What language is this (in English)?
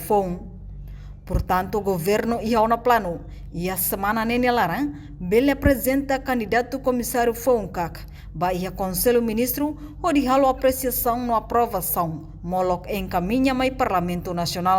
Tetum